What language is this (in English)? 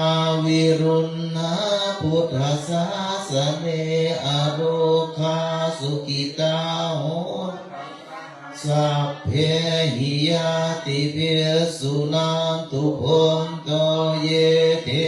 Pali